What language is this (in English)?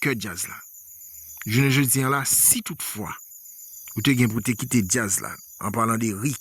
Haitian Creole